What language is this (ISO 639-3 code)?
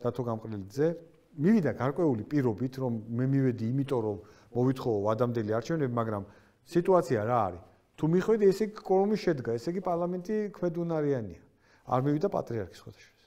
kat